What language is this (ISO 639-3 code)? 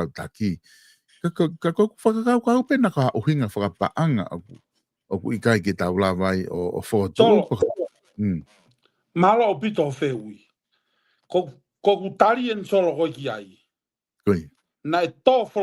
ton